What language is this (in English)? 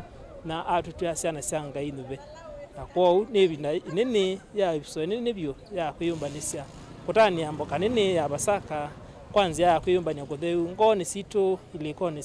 Kamba